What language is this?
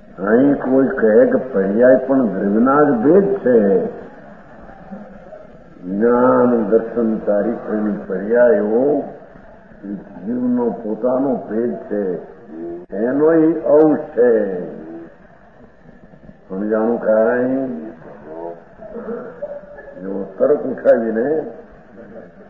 Gujarati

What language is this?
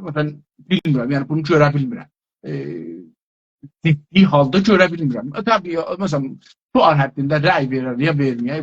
South Azerbaijani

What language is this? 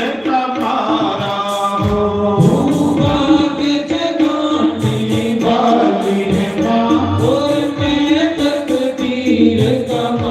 Dogri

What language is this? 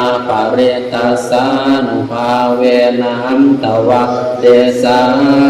Pali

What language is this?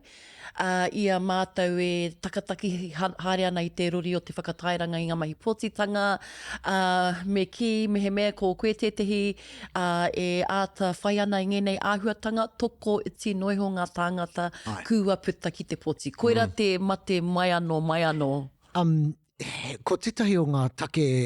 Māori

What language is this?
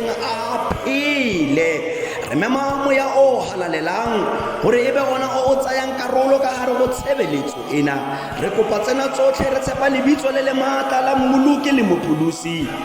Tswana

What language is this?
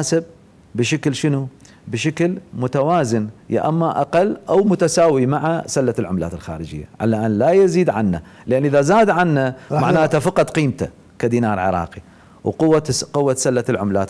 Mesopotamian Arabic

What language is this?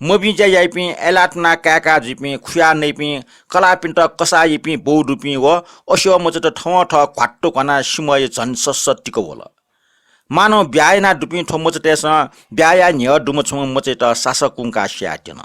Newari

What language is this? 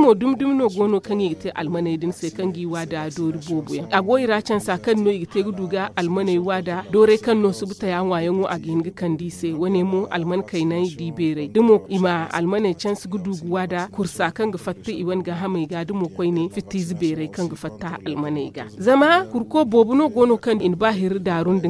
Zarma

